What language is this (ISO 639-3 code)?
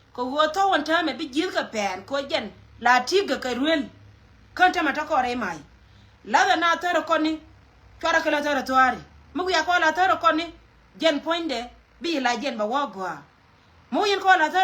nus